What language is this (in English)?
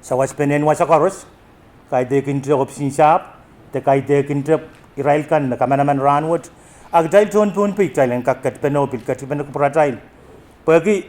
Pohnpeian